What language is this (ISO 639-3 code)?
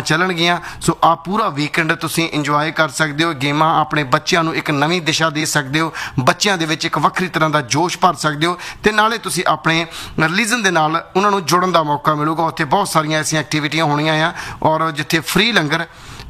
pan